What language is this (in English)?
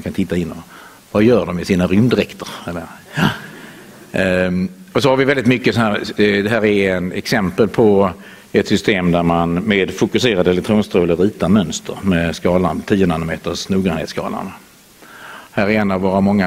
Swedish